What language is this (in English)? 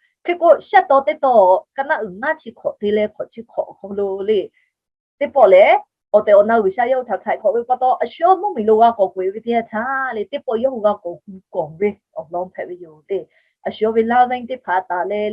Lahu